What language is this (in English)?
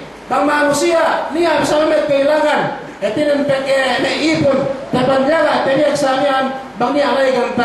Yakan